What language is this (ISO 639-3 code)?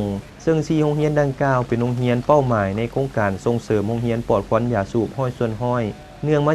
lao